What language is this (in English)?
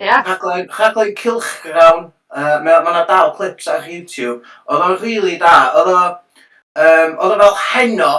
Welsh